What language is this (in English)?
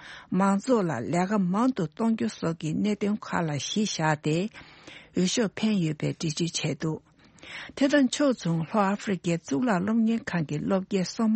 Tibetan